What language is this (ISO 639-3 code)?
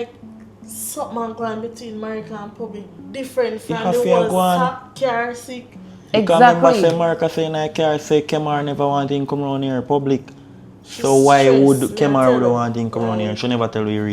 jam